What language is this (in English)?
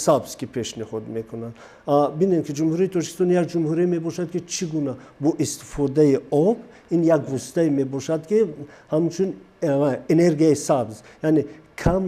Tajik